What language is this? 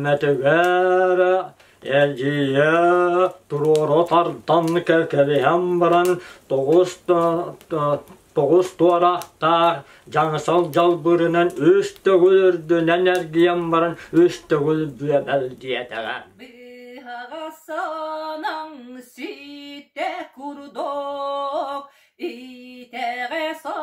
Yakut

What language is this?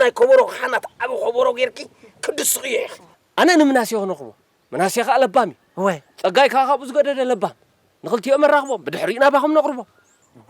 Tigrinya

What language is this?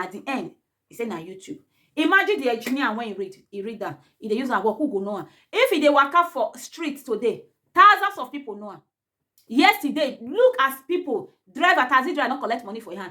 Nigerian Pidgin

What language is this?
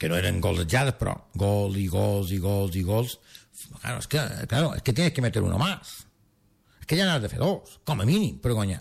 Catalan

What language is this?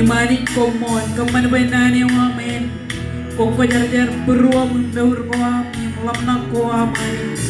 Marshallese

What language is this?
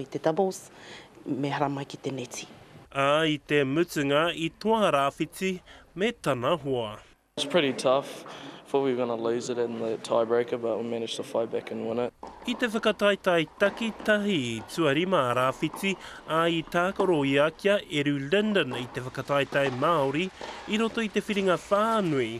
Māori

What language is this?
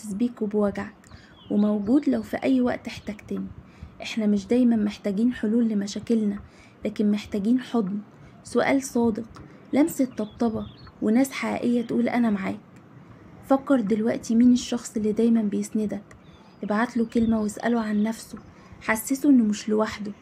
Egyptian Arabic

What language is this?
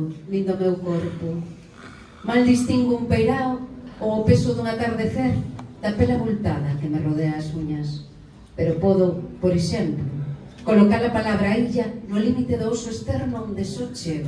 Galician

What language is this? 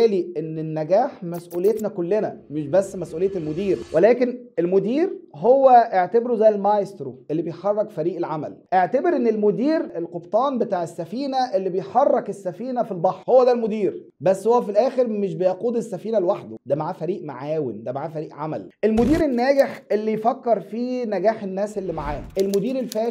Egyptian Arabic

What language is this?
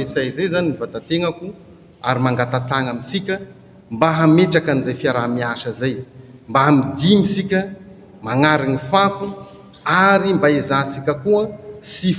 Malagasy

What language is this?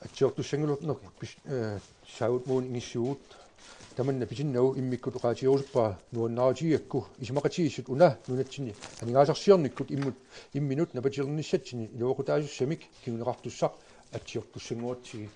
Kalaallisut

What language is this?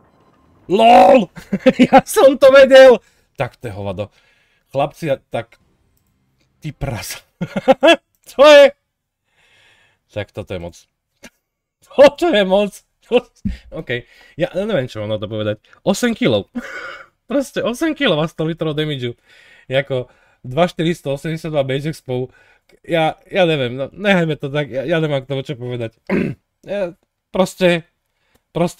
Slovak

